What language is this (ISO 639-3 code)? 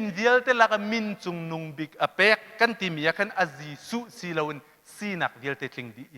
cnh